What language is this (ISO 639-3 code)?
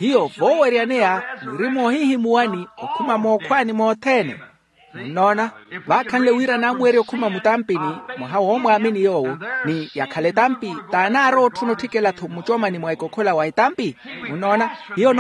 vmw